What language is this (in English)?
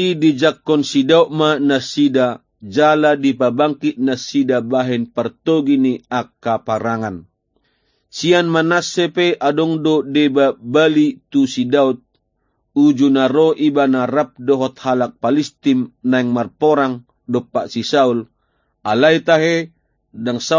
Batak Toba